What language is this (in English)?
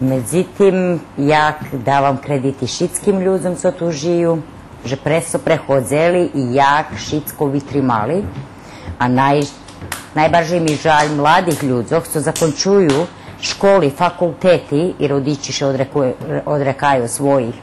Rusyn